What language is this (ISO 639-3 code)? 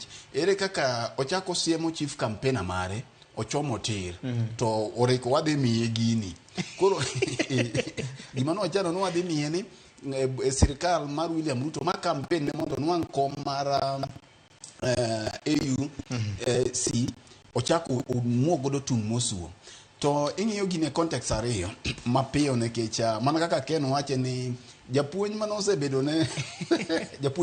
luo